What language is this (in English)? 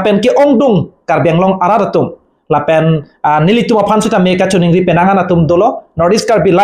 Karbi